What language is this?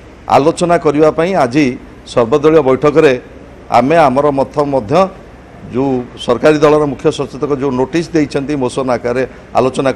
Odia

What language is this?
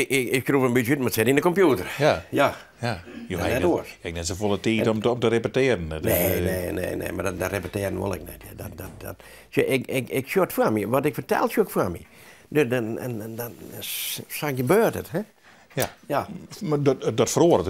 Western Frisian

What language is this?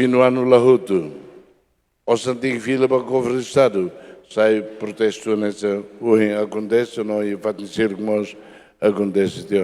Tetum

